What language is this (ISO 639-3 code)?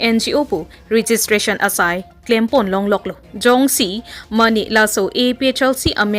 mjw